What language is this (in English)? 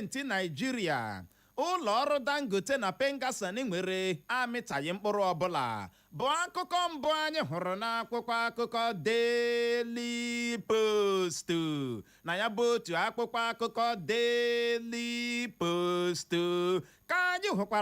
Igbo